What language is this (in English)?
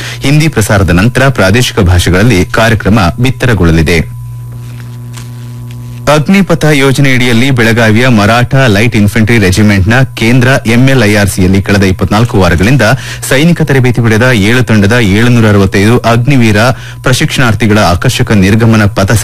Kannada